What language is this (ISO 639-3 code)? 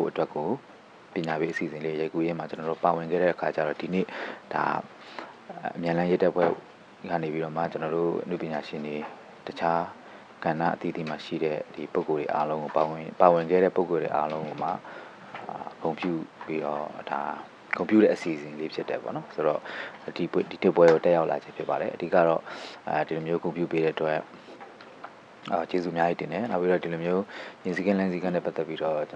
mya